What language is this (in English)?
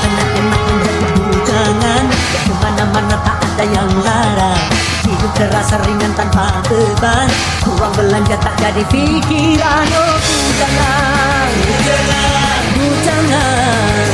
Musi